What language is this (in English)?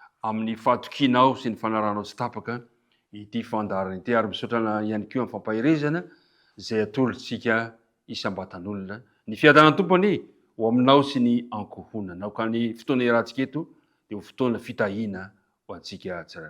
Malagasy